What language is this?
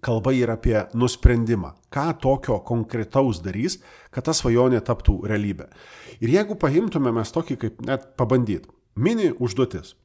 Lithuanian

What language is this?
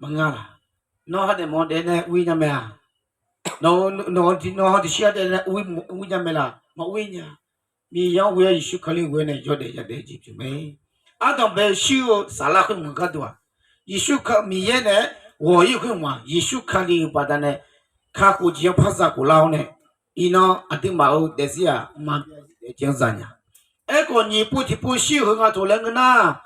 Akha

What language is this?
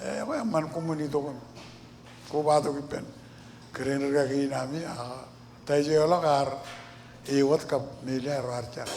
Marshallese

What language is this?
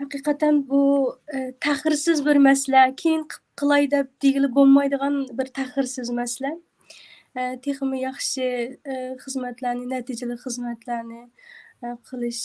Uyghur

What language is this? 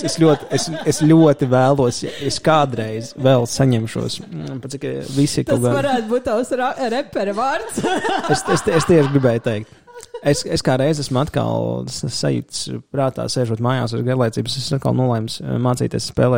Latvian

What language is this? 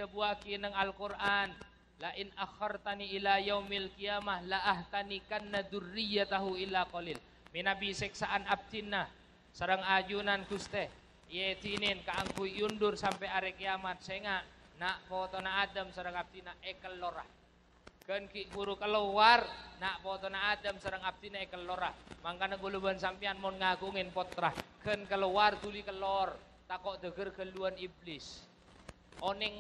Madurese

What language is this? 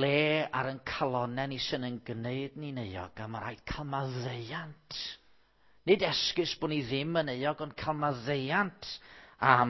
Welsh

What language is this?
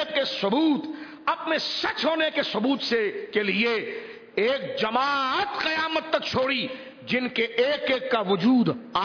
Urdu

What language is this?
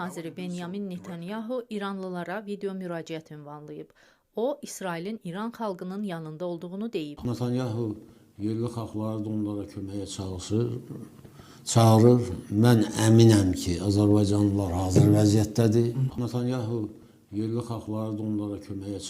Azerbaijani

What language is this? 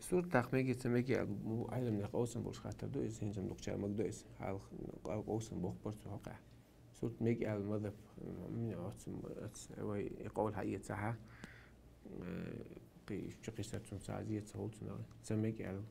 Chechen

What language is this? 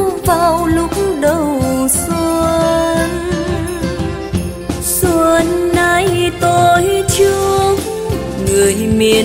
Vietnamese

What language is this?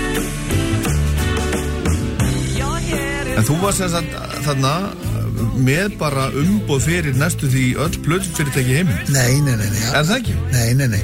Icelandic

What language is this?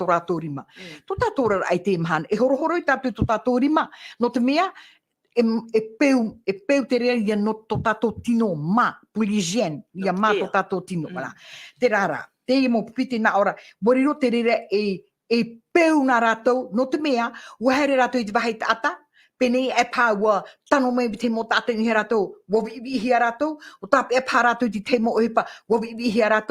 Tahitian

